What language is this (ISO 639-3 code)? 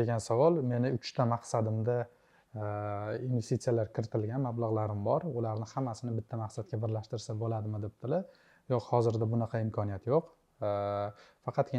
uzb